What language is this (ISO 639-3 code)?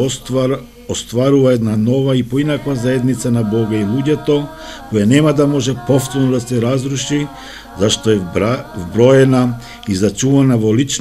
mkd